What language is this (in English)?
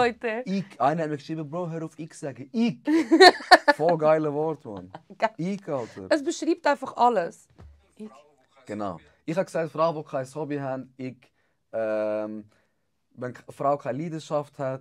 Swiss German